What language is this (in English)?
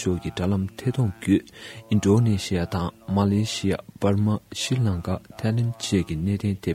Tibetan